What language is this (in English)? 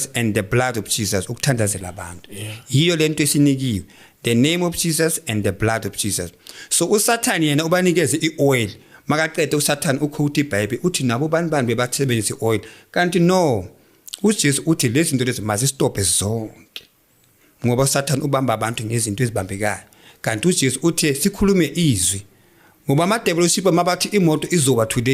Zulu